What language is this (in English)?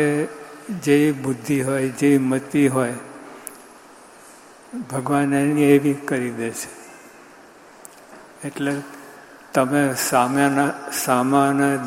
Gujarati